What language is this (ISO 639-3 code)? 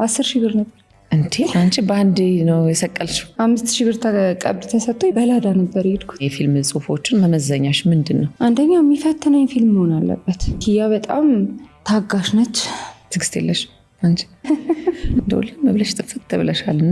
amh